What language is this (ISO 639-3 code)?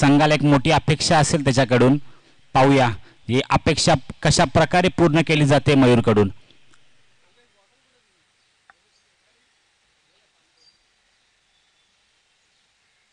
mar